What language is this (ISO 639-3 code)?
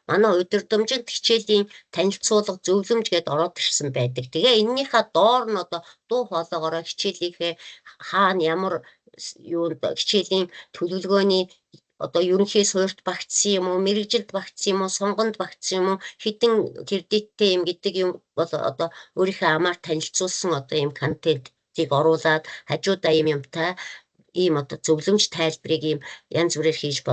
mon